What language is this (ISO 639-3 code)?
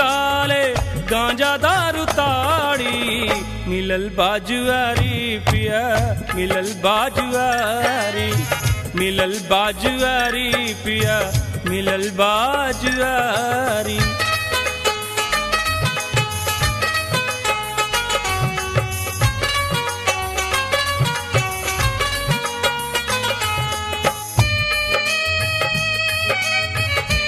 bho